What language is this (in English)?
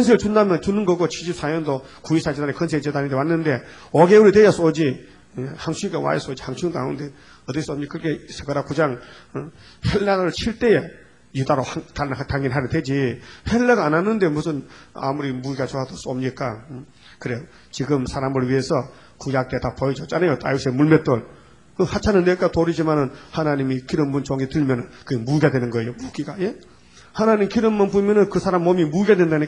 Korean